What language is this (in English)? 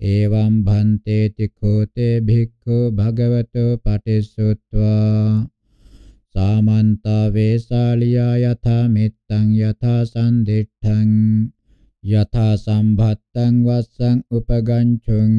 Pali